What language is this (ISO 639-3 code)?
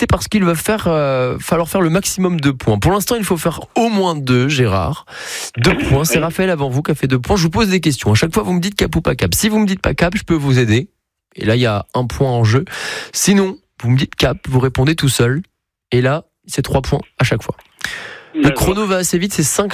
fra